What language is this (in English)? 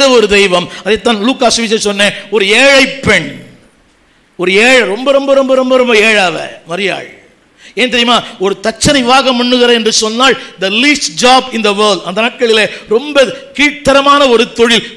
Tamil